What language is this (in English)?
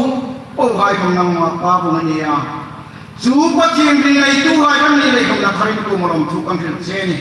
Hmar